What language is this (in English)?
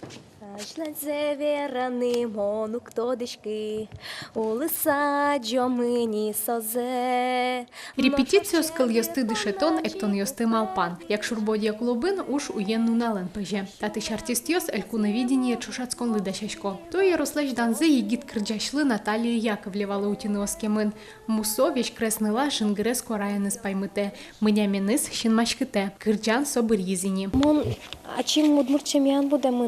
Udmurt